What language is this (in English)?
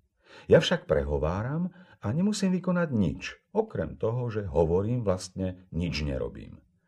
Slovak